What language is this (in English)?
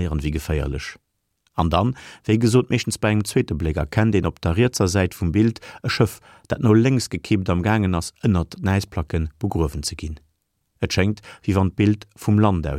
Luxembourgish